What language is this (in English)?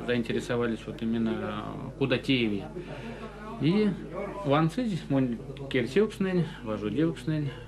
Erzya